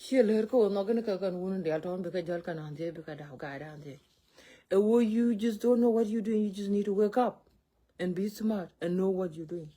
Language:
Nuer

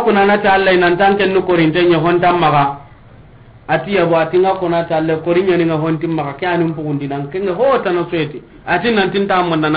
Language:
Soninke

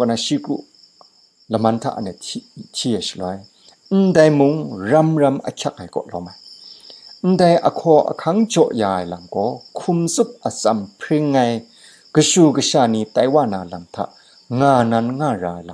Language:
Kachin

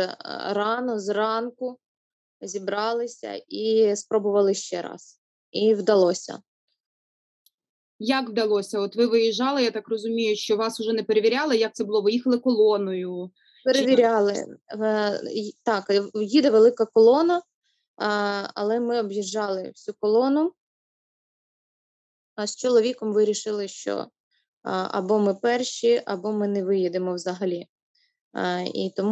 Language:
Ukrainian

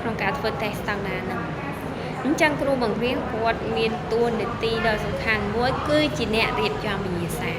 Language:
Khmer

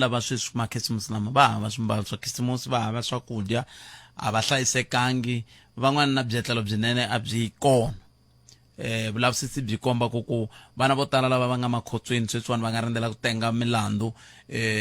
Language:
Tsonga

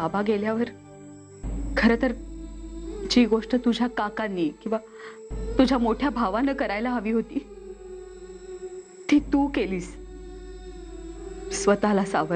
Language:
Marathi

